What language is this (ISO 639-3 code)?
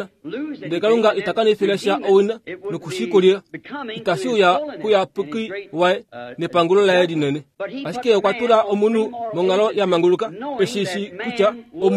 kua